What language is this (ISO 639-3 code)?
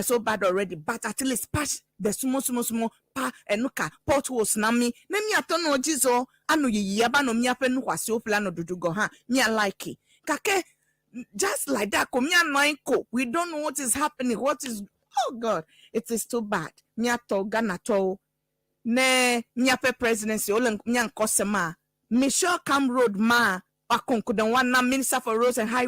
ewe